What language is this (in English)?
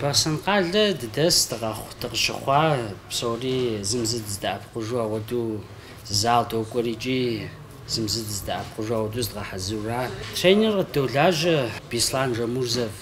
Kabardian